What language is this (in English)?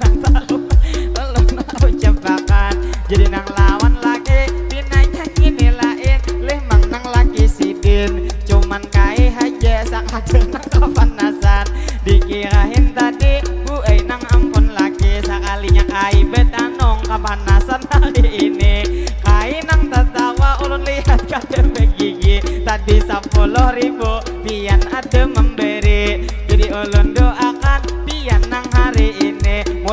Banjar